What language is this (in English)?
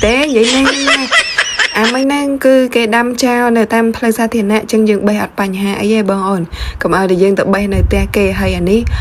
Khmer